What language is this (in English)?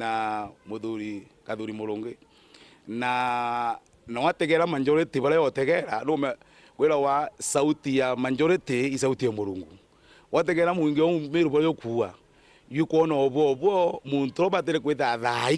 Meru